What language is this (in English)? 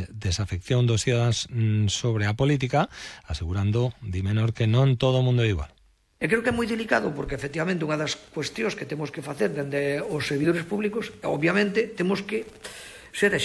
Galician